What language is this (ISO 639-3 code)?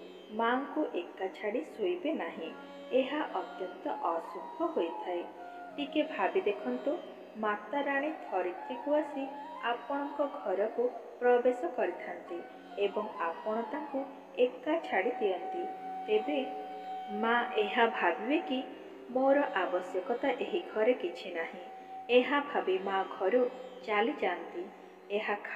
ori